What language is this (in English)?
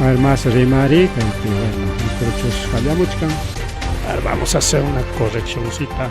Ayacucho Quechua